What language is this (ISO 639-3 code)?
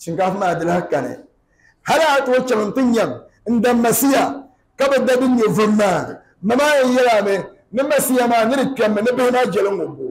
dag